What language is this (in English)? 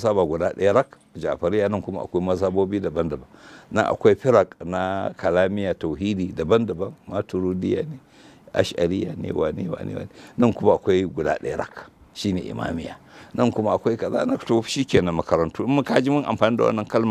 Hausa